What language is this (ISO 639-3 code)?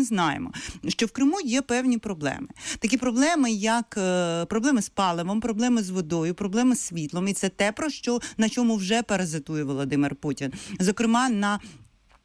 ukr